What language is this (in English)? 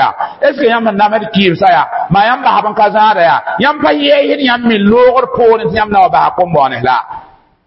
Mossi